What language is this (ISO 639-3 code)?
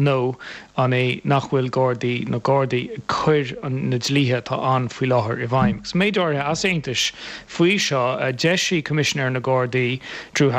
gle